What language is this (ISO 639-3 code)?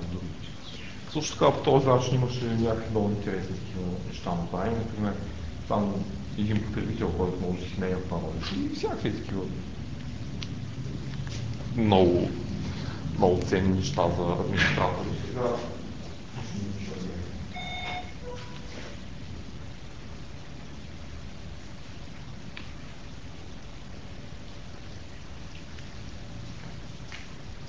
bul